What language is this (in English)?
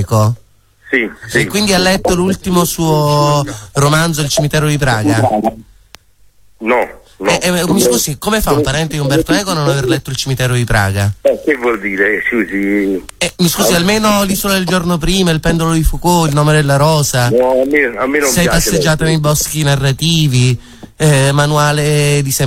Italian